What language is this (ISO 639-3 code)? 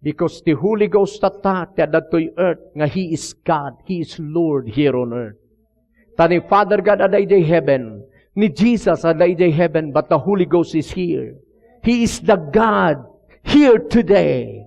ilo